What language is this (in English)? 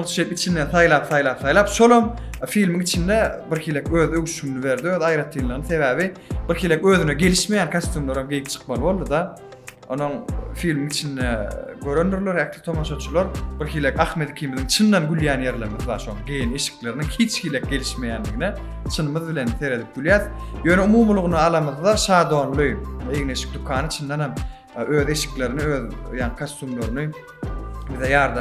Turkmen